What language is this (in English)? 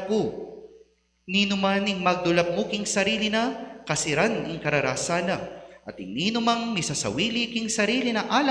Pampanga